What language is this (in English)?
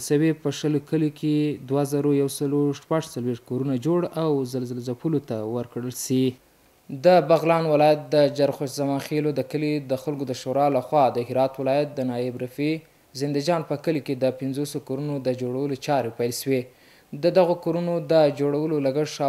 Pashto